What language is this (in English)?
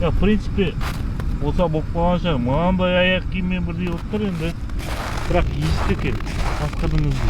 Kazakh